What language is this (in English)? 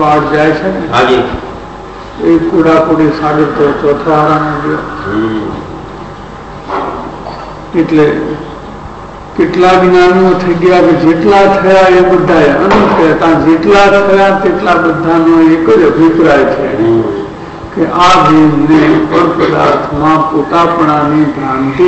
Gujarati